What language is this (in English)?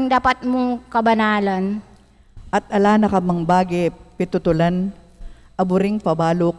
Pampanga